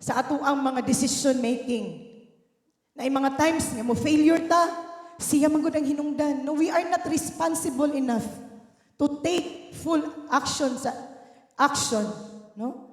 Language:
Cebuano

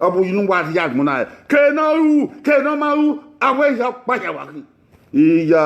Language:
Bini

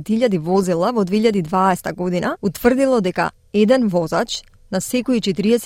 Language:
Macedonian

